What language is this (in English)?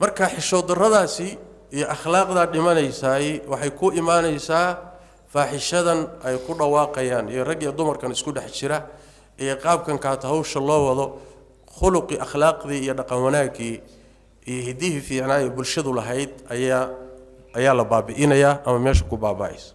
Somali